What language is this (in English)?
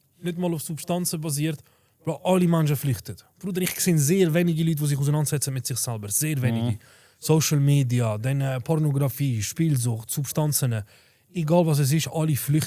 Swiss German